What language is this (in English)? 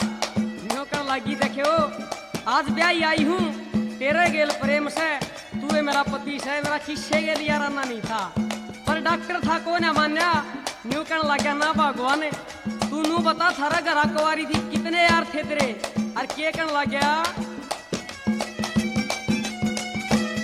Haryanvi